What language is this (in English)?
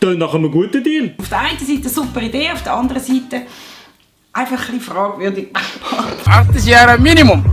Swiss German